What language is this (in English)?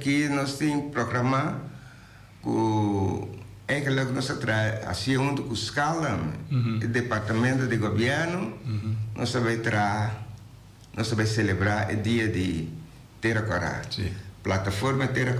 Papiamento